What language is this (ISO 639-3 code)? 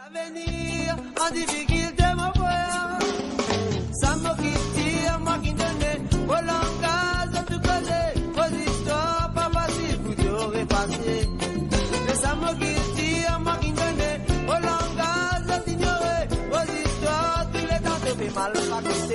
mfe